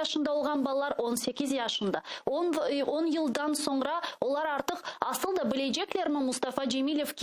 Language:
Crimean Tatar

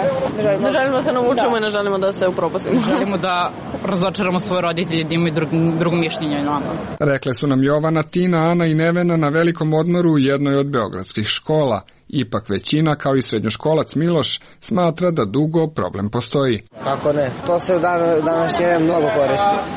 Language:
Serbian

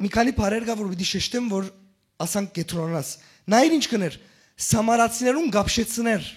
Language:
Western Armenian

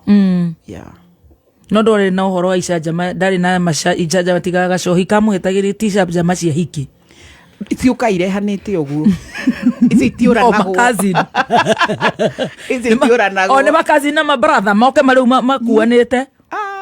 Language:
Kikuyu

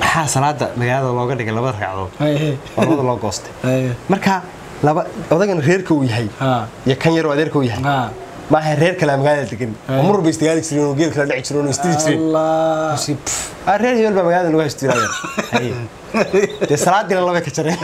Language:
Somali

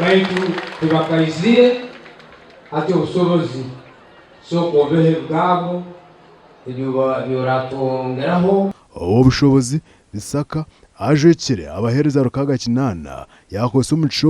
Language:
Nyankole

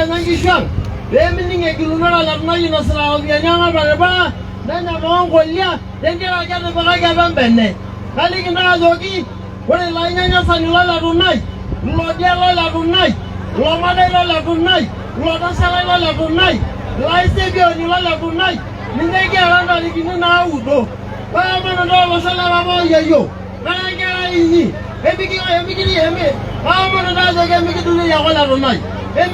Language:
Masai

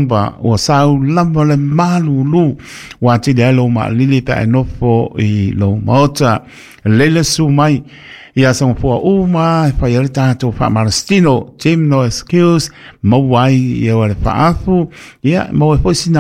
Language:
Samoan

